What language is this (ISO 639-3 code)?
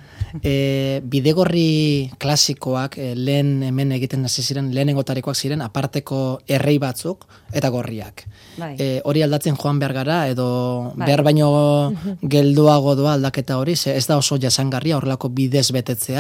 eus